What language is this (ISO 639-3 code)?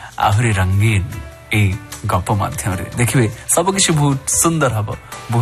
ori